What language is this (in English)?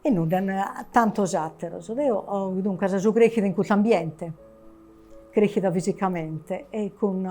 Sardinian